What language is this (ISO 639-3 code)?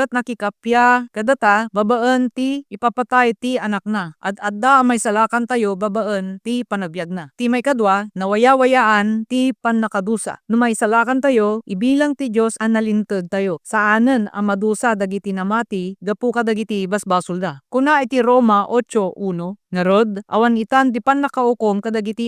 ilo